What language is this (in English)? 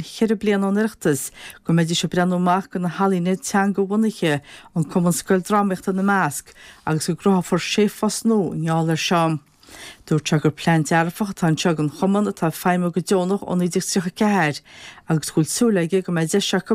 Irish